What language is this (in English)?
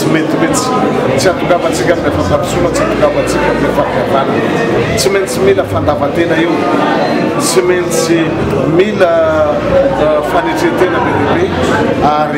Malagasy